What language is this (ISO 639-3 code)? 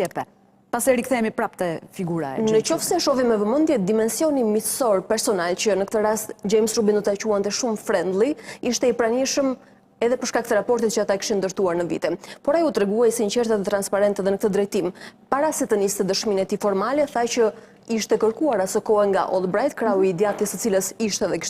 sqi